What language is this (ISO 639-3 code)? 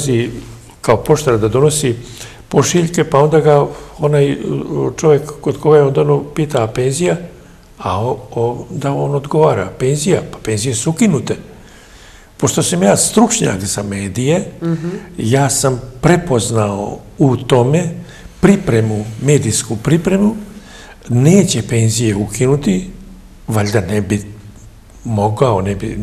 srp